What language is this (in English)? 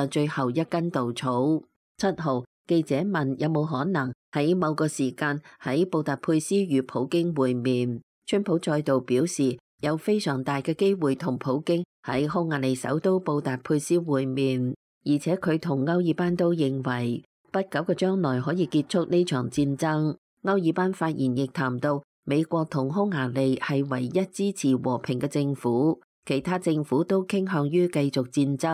Cantonese